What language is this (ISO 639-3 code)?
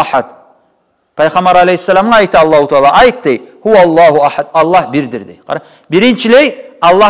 kum